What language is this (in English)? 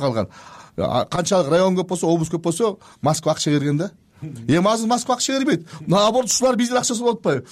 Kyrgyz